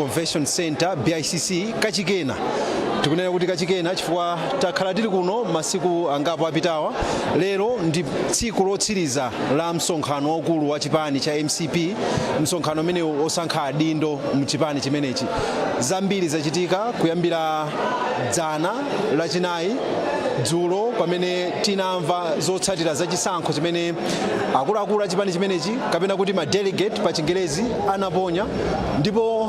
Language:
Nyanja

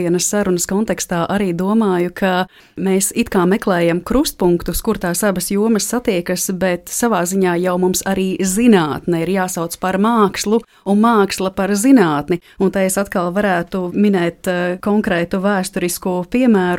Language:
Latvian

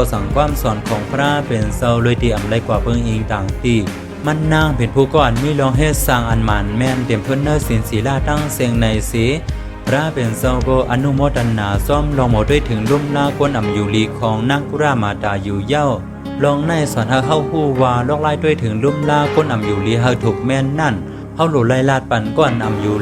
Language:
Shan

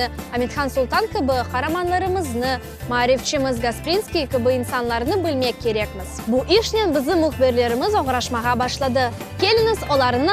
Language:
Crimean Tatar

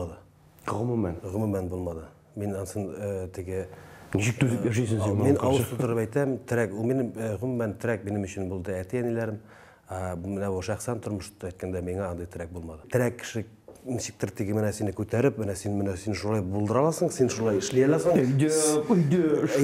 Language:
Tatar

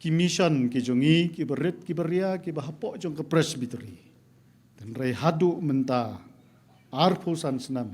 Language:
Khasi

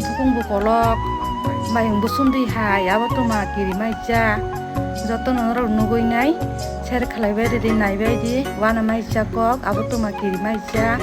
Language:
Kok Borok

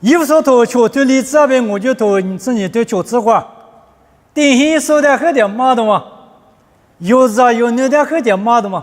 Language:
Lisu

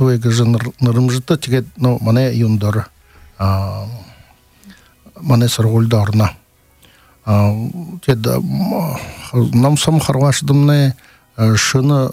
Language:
Buriat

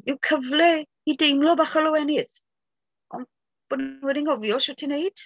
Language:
Welsh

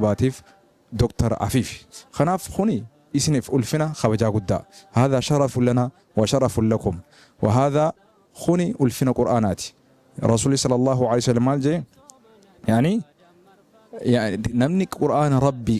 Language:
Oromo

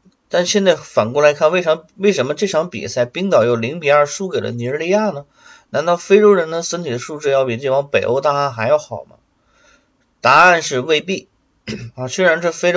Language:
Chinese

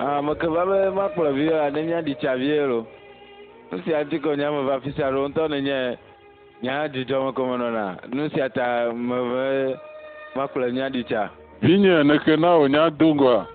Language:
Ewe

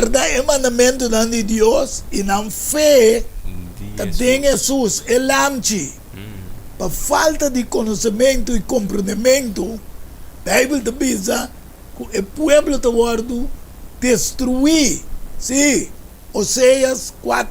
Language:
Papiamento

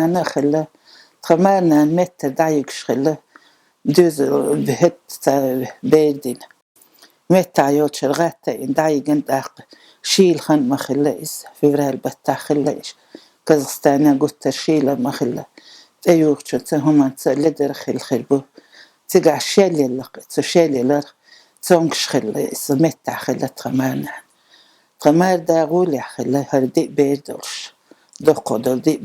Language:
Chechen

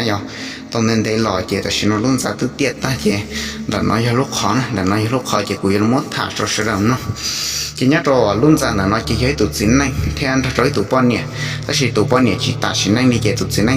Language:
Hmong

